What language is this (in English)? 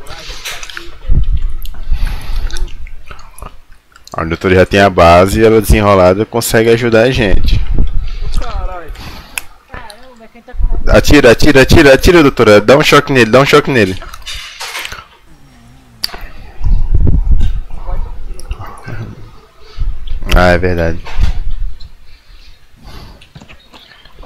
Portuguese